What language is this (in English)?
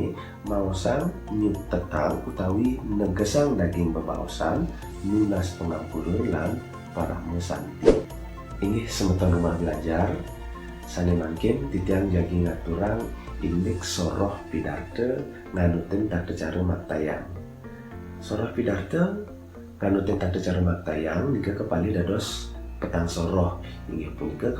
Balinese